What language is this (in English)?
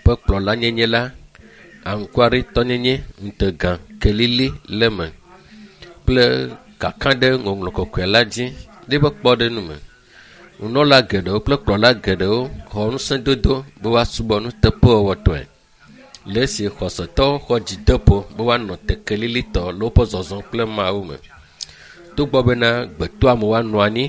Ewe